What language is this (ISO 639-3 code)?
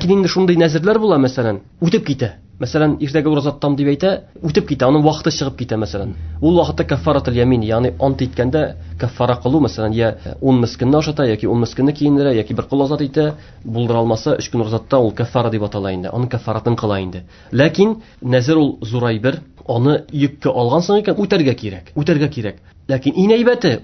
tat